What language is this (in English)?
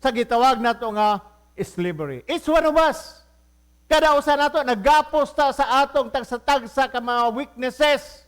Cebuano